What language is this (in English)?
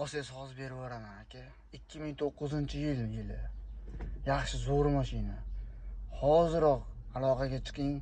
Uzbek